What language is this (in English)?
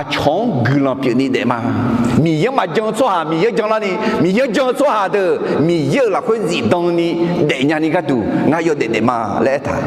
Akha